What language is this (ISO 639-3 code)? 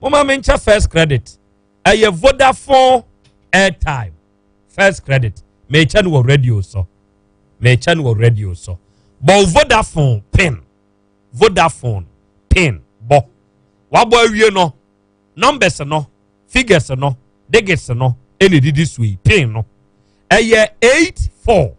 aka